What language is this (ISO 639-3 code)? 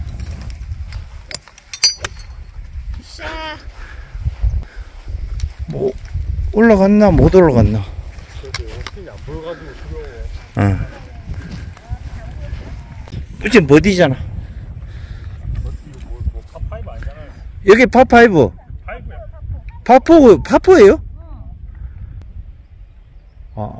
kor